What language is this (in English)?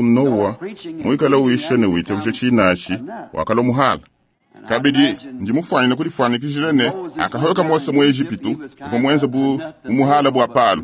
Luba-Lulua